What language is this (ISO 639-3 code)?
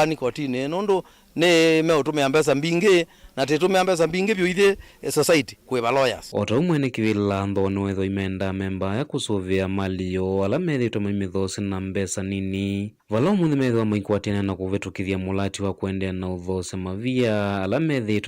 kam